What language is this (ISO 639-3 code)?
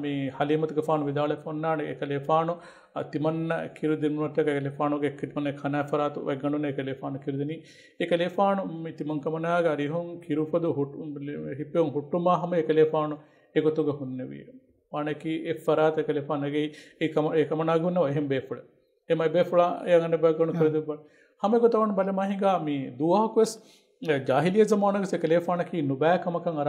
div